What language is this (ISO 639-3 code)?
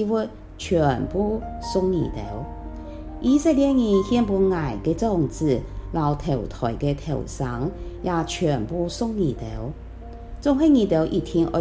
hak